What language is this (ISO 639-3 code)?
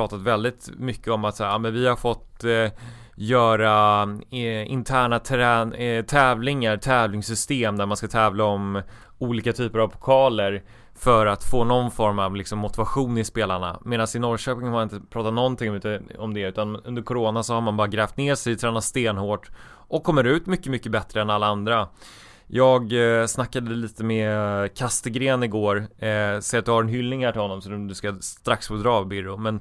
swe